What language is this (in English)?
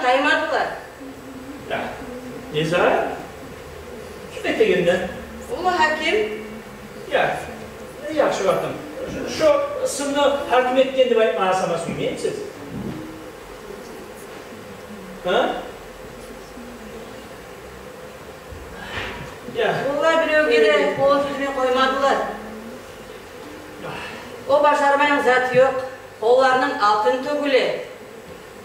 Turkish